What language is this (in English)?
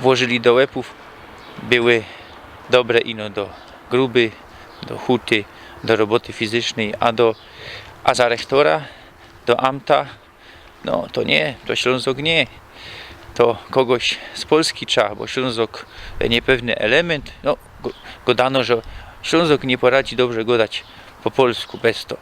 Silesian